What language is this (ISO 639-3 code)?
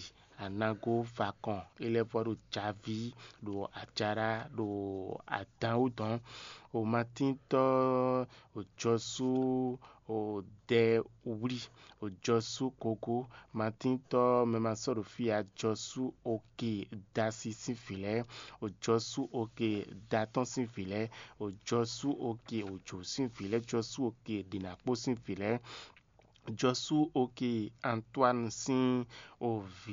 fon